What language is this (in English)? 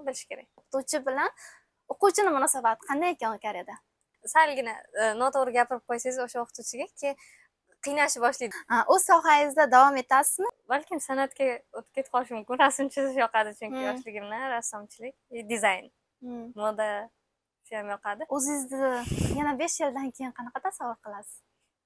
Uzbek